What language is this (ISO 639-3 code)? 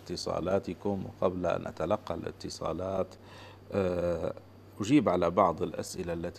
apc